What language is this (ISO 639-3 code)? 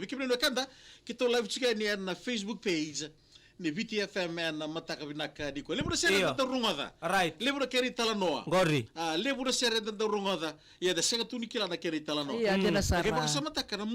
fij